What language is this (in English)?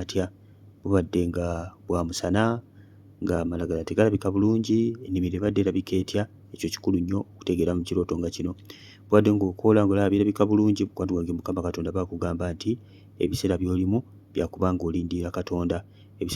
Ganda